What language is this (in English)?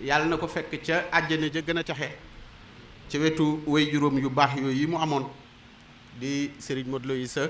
Wolof